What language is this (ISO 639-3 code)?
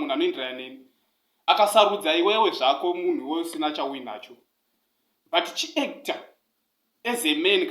sna